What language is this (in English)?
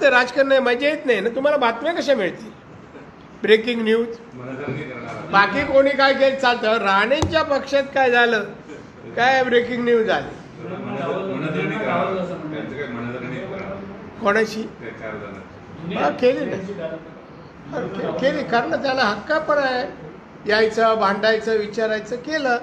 Marathi